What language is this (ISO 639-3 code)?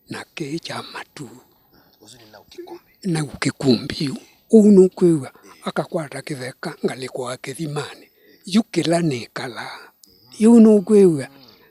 kam